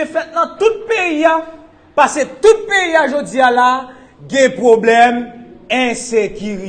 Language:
Haitian Creole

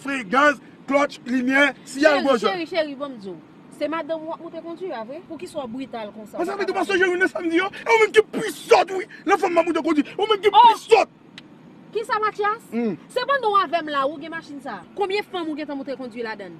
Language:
Haitian Creole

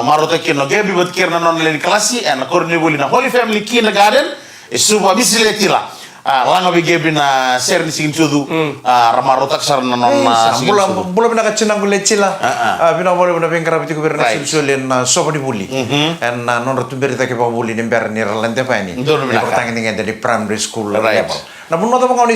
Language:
Fijian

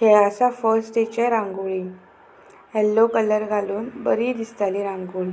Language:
Konkani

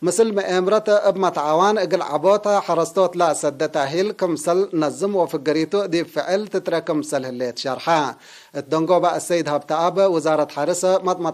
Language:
Tigre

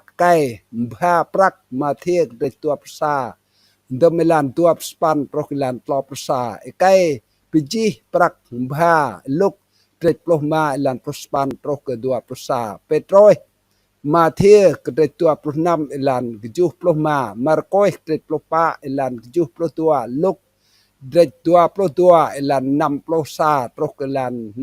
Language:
Rade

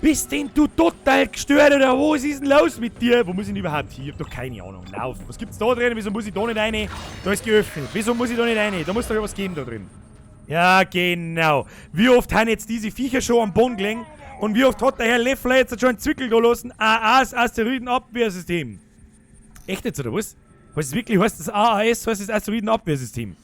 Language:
Bavarian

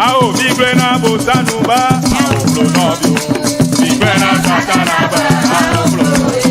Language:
Ewe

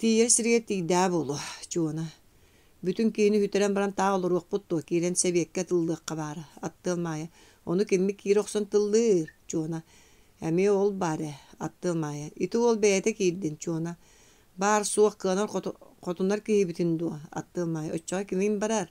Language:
Yakut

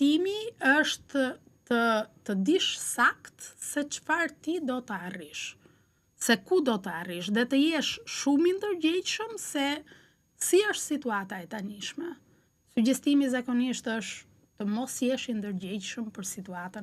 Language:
Albanian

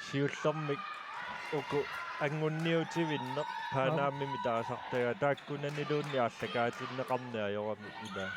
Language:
Kalaallisut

